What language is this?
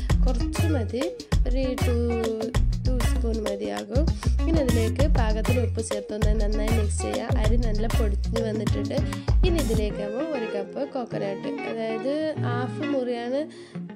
Malayalam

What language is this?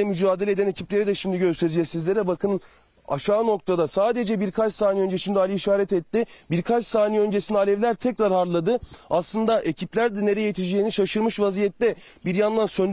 Turkish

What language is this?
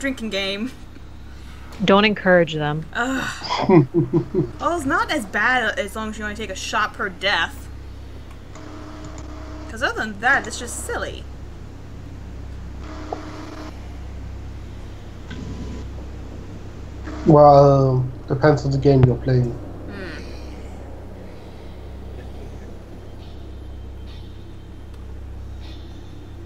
English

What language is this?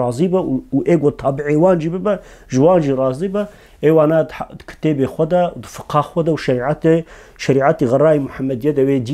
Kurdish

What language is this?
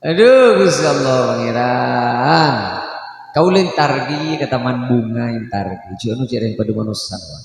Madurese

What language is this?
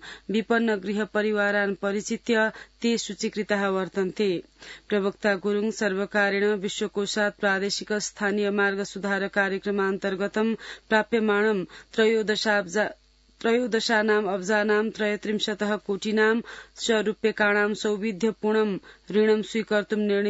Sanskrit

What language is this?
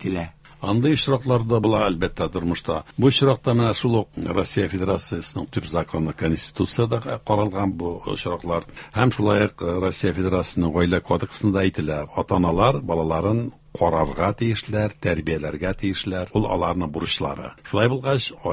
Tatar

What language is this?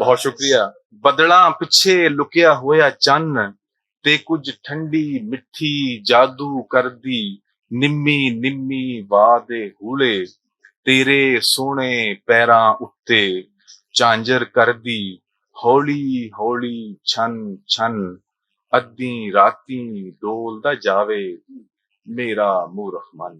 Western Panjabi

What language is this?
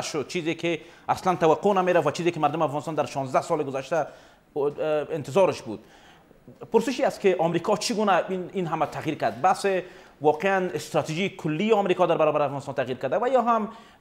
Persian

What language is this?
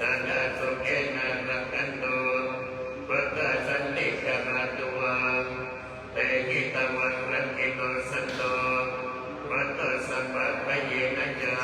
Pali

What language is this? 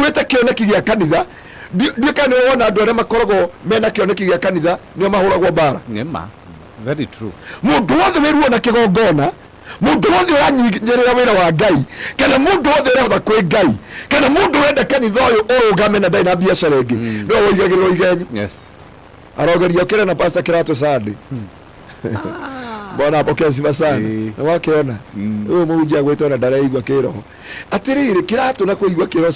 Kikuyu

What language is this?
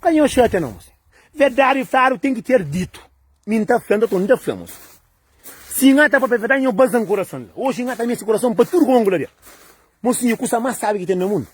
Kabuverdianu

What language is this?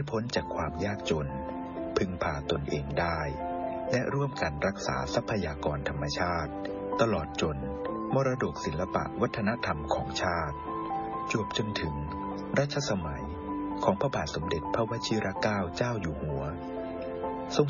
Thai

